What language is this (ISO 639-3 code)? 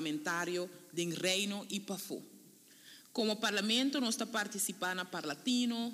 pap